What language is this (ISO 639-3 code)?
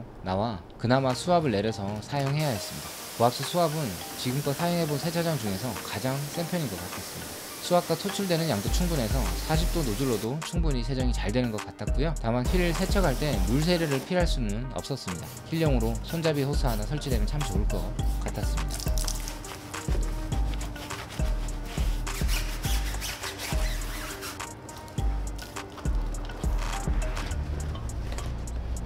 kor